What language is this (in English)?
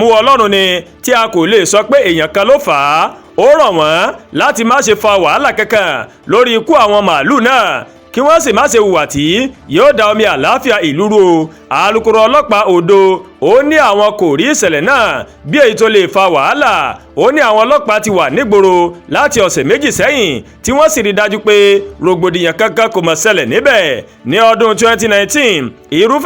Yoruba